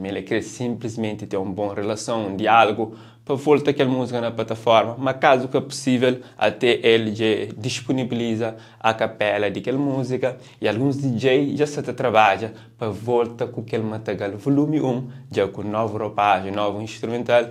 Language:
Kabuverdianu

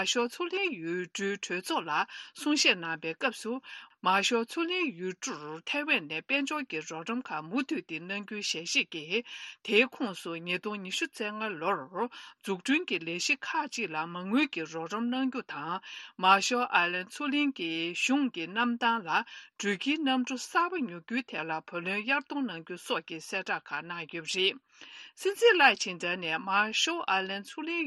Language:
Tibetan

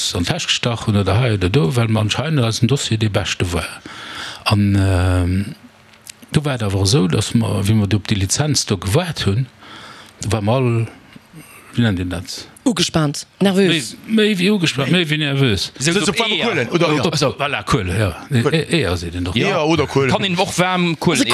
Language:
Luxembourgish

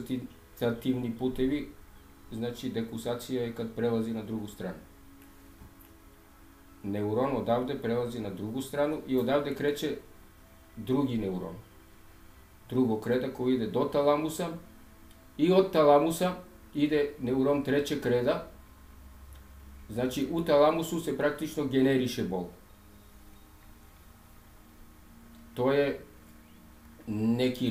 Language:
Serbian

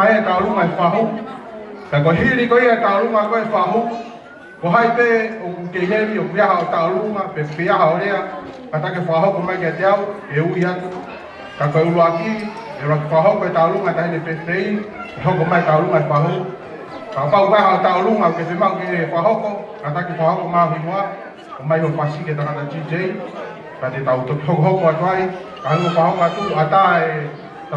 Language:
Tongan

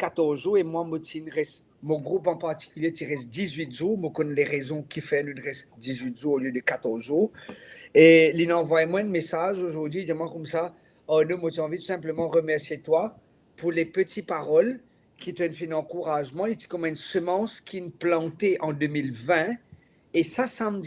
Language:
Morisyen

